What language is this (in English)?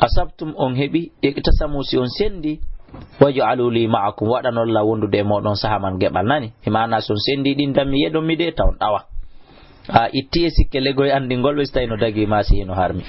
Fula